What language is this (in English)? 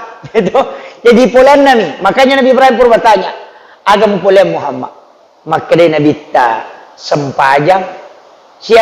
Buginese